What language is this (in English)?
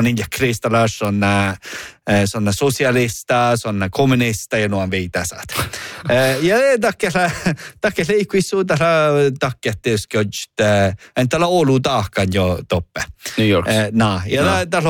Northern Sami